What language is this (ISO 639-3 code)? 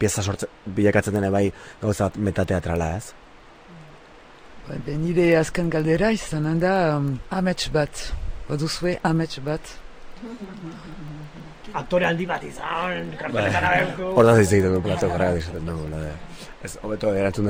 eus